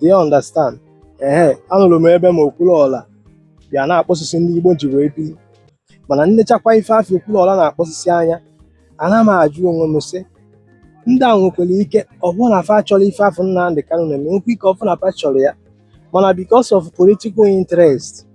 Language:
Igbo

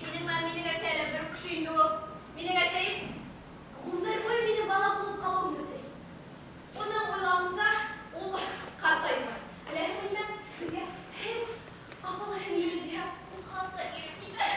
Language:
Bashkir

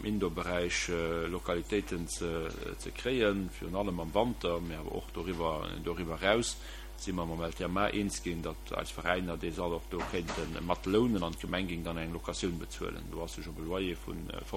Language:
Luxembourgish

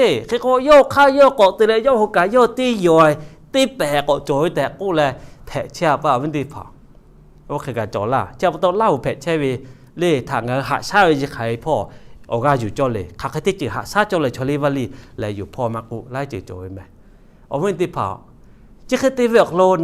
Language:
Lahu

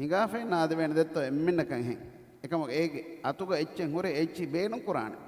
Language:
Divehi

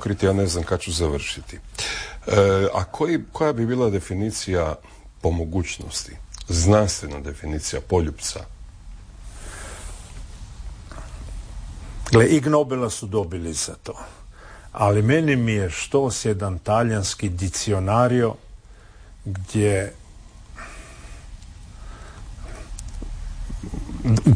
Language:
Croatian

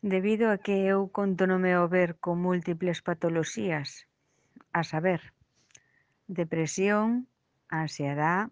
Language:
Galician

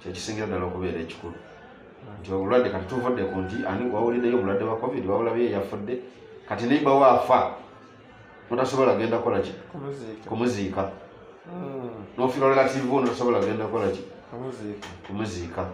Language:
Ganda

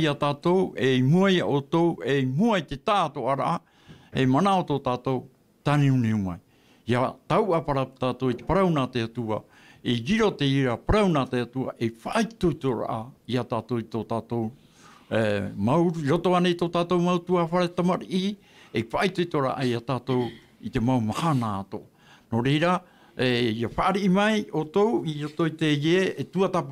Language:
Tahitian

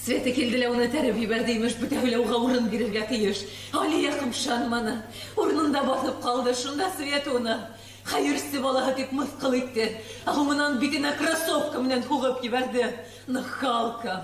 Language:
Bashkir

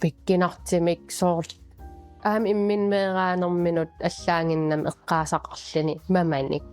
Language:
Kalaallisut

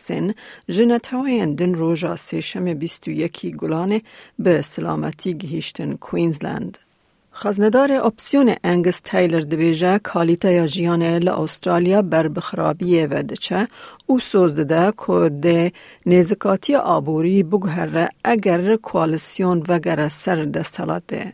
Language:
Kurdish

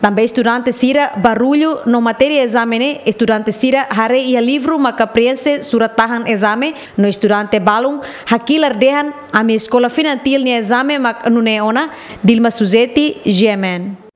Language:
Tetum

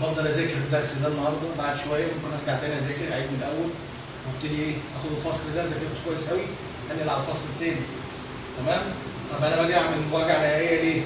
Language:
Egyptian Arabic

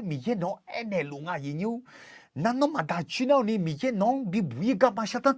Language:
Akha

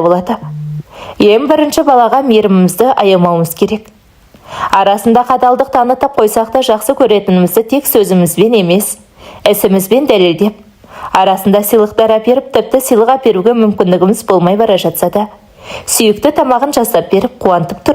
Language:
Kazakh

